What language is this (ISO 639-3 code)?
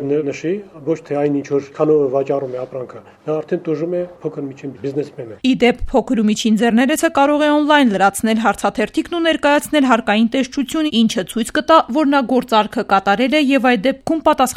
hye